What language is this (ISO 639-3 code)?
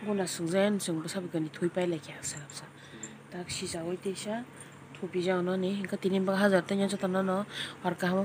trp